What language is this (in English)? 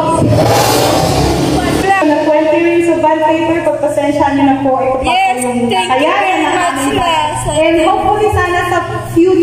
Filipino